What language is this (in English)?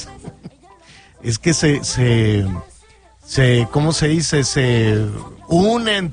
Spanish